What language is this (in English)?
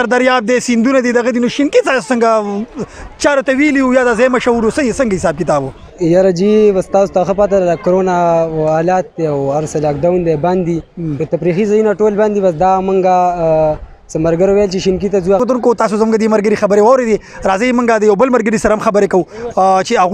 Pashto